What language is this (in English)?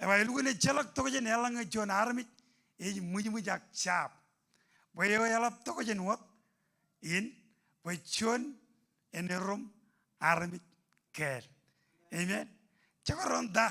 Marshallese